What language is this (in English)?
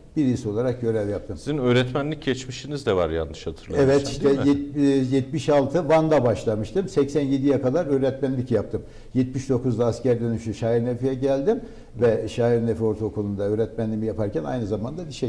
Turkish